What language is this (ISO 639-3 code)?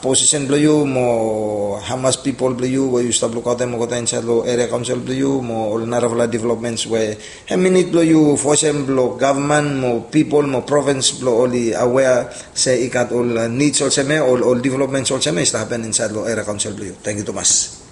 bis